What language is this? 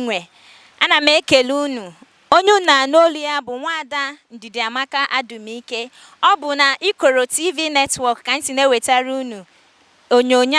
Igbo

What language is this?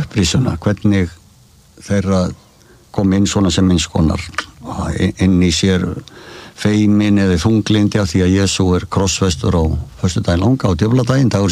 Icelandic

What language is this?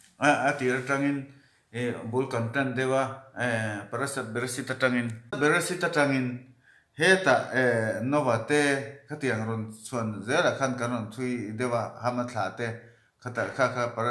Mizo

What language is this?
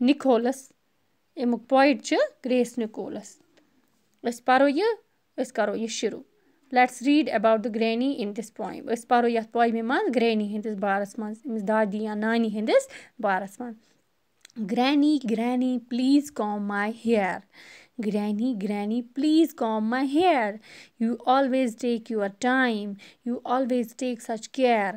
Kashmiri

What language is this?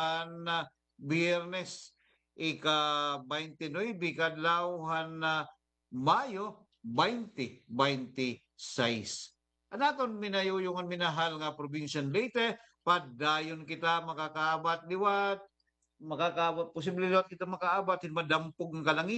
Waray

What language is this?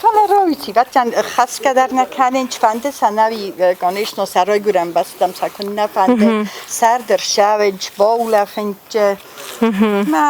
Ossetic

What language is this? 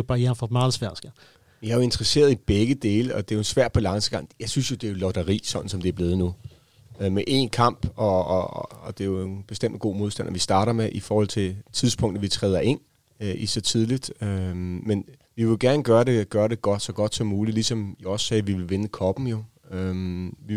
Danish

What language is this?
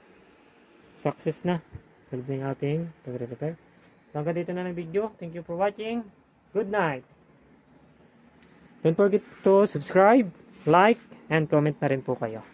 Filipino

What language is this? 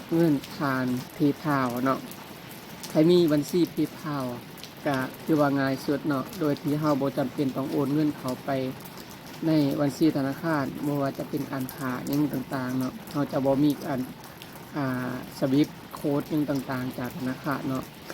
Lao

